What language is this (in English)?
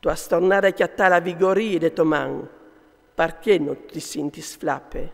Friulian